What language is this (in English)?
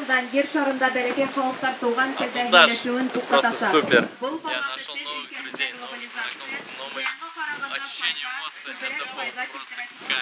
Bashkir